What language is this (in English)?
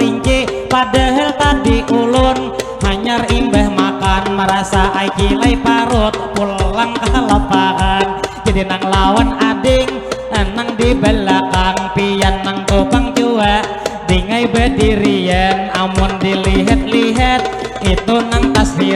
Banjar